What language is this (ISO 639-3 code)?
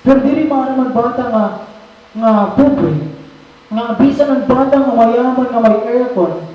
war